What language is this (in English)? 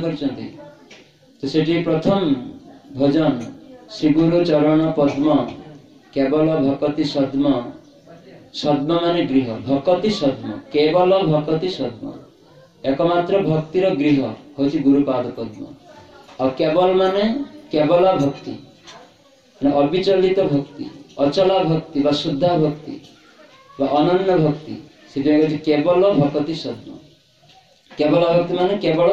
Odia